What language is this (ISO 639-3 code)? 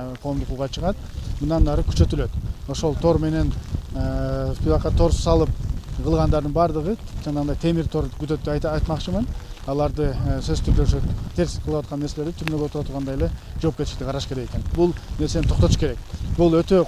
kir